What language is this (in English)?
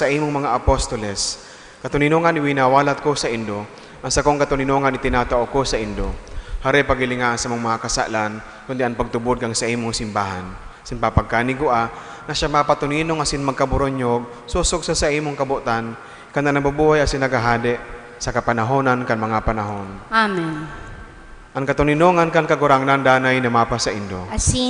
Bikol